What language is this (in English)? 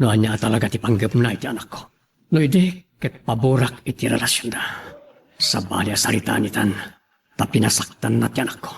Iloko